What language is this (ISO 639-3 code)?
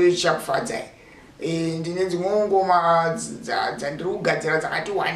sna